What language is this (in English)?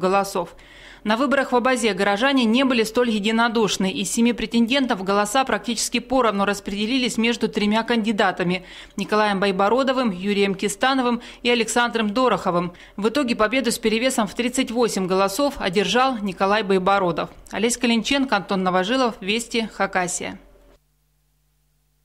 Russian